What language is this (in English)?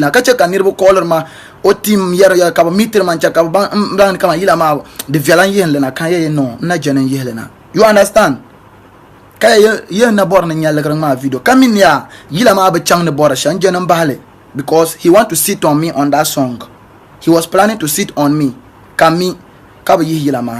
Dagbani